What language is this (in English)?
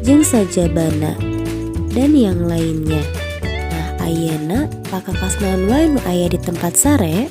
Sundanese